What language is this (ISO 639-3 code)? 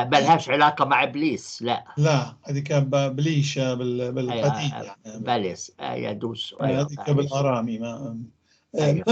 apc